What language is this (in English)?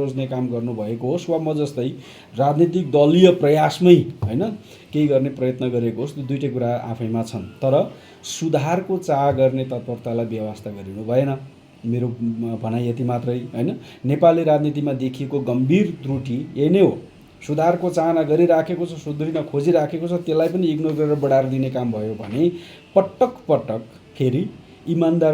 Nepali